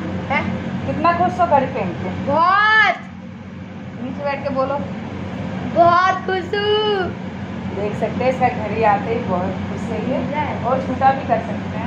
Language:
Hindi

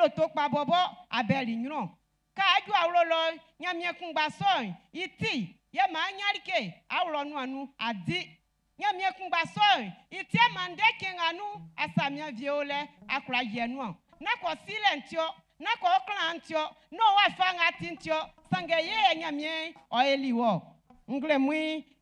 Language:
Baoulé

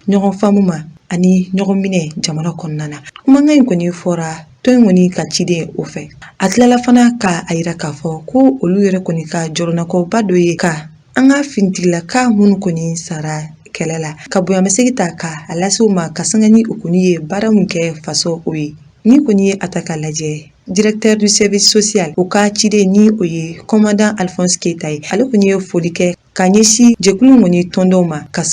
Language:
Bambara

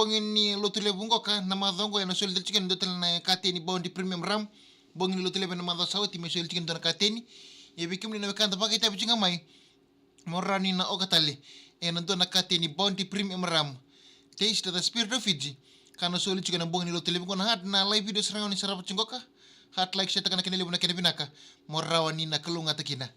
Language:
Fijian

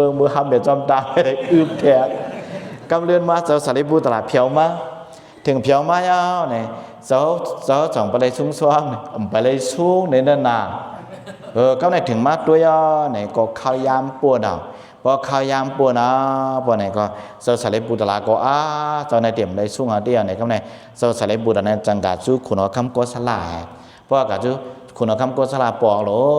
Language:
Shan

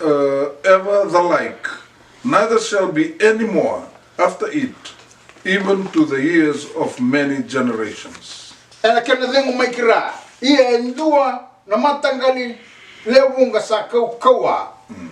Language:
Fijian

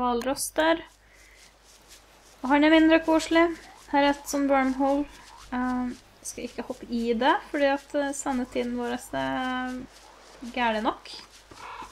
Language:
Norwegian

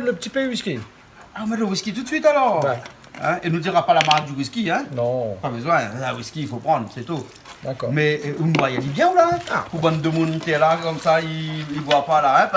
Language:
Réunion Creole French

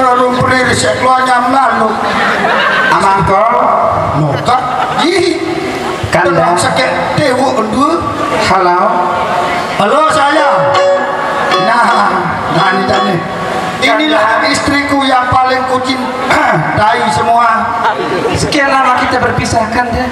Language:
Sasak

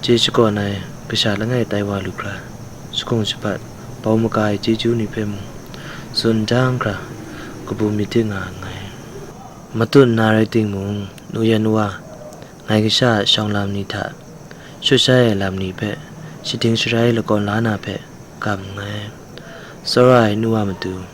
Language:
Kachin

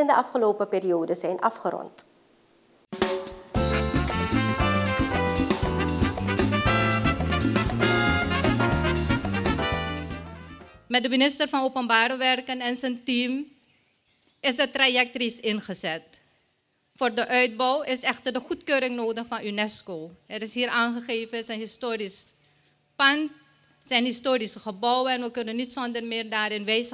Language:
Dutch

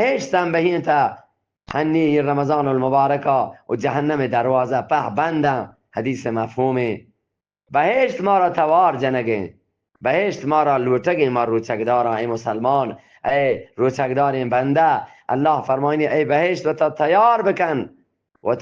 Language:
Eastern Balochi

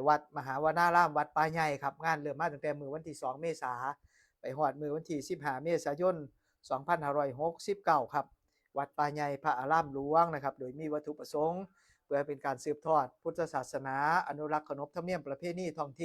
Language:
Northeastern Thai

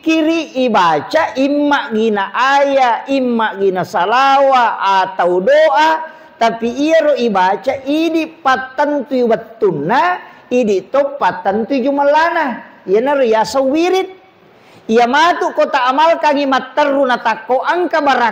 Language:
Buginese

